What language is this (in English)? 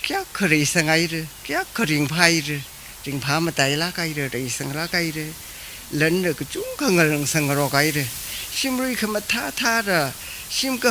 Tangkhul Naga (India)